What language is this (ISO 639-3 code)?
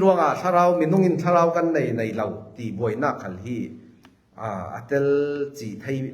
cfm